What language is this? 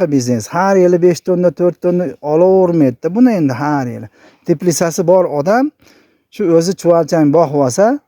Uzbek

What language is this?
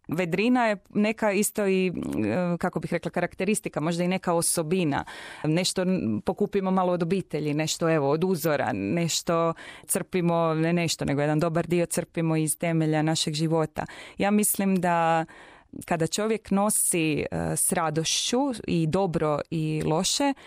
Croatian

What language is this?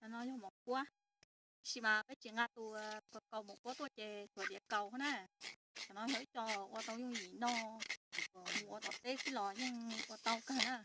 Hmong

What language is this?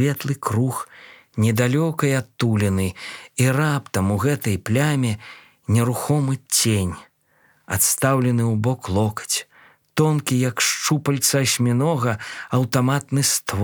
Belarusian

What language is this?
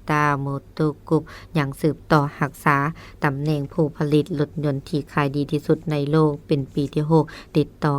Lao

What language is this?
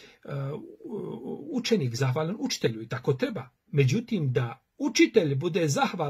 Bosnian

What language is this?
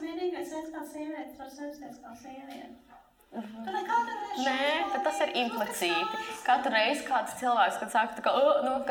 Latvian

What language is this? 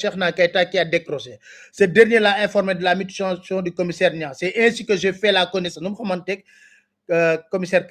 Wolof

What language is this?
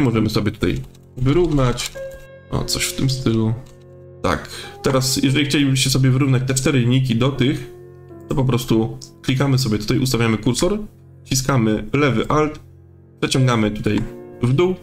Polish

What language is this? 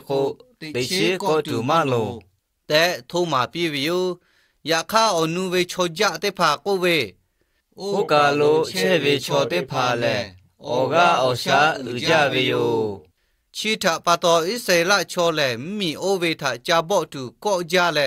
Lahu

